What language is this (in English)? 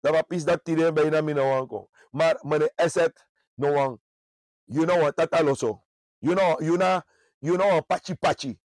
Sranan Tongo